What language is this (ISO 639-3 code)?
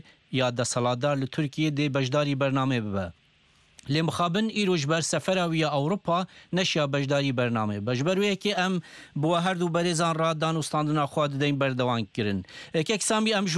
kur